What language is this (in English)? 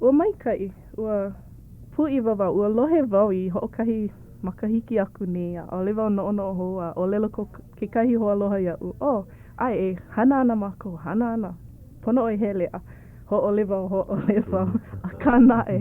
Hawaiian